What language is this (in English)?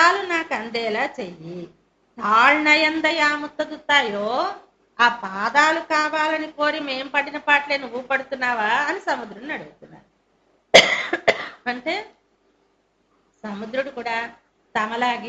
Telugu